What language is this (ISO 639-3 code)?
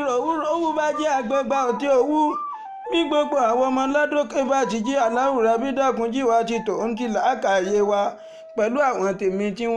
yor